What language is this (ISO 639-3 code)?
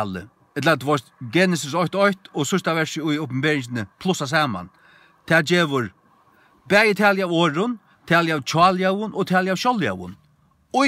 fao